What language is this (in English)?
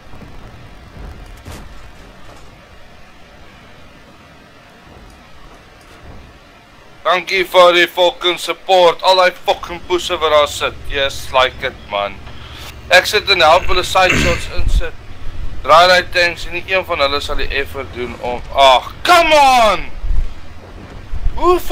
Afrikaans